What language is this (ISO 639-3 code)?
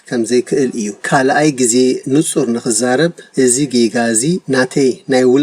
tir